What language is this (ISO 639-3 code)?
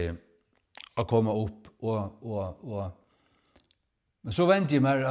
fao